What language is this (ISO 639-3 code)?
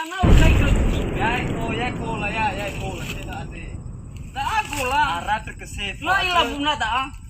nia